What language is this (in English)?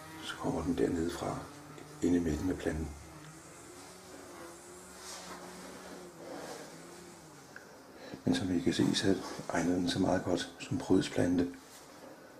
Danish